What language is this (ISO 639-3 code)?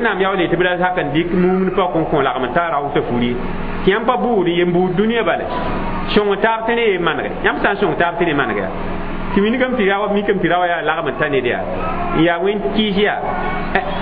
mos